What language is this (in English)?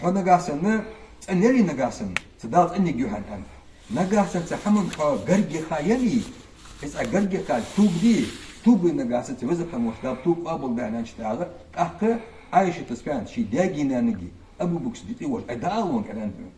Ingush